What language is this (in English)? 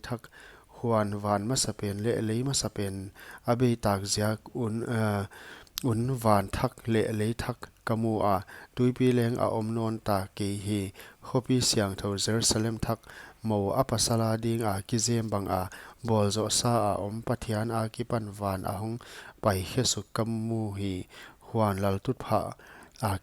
Paite Chin